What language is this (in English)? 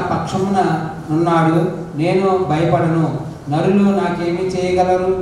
Telugu